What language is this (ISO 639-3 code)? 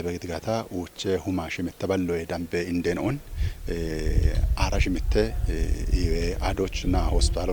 kbr